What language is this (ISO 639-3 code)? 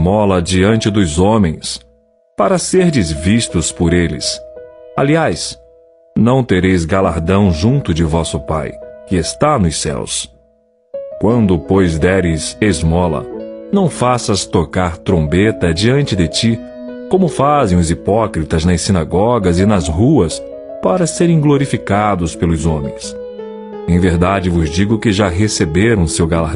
por